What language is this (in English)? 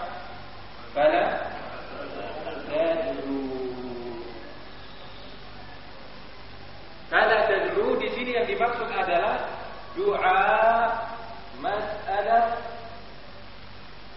Indonesian